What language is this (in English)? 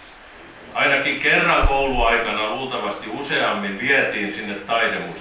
Finnish